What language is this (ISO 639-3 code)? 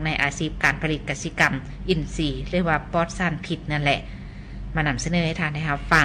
lao